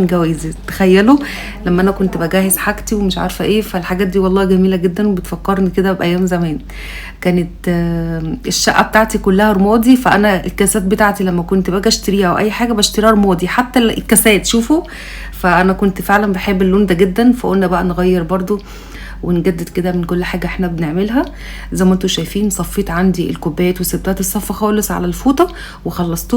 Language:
Egyptian Arabic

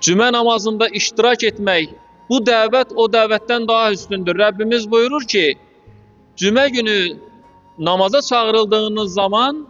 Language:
Azerbaijani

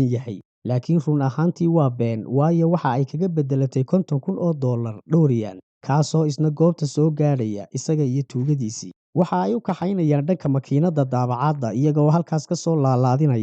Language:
Somali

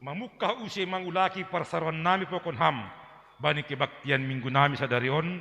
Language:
Batak Simalungun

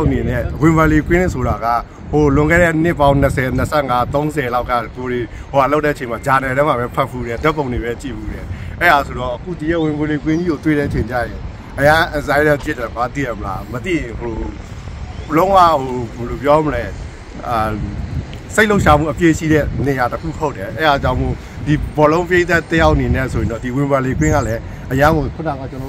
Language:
Burmese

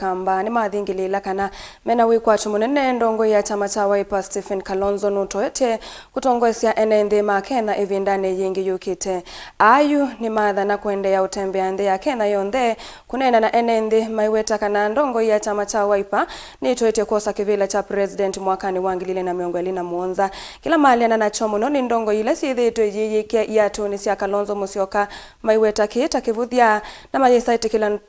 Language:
Kamba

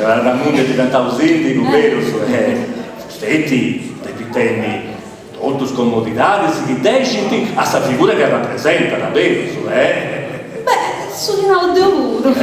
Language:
Sardinian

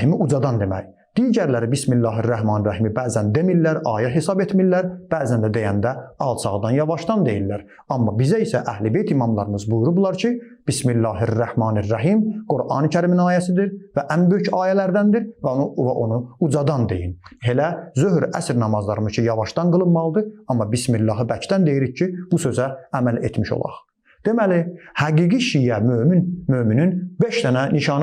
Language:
Azerbaijani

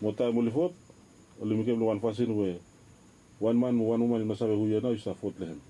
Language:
Bislama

